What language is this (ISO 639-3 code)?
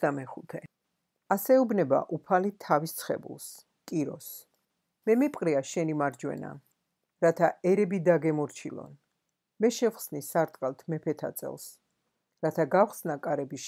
kat